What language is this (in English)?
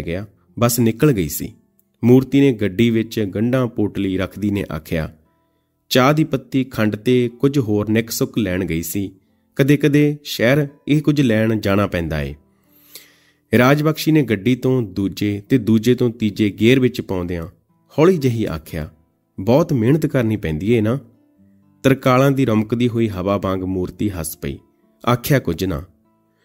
Punjabi